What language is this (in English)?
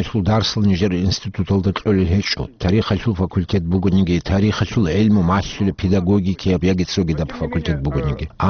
Avaric